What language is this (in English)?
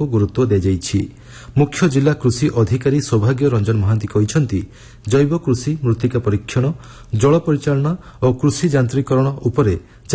Odia